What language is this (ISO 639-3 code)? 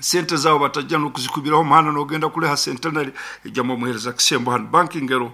nyn